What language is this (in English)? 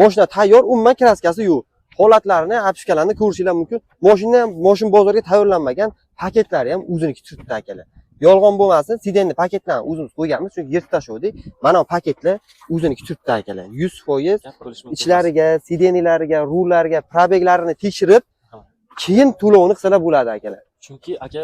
Uzbek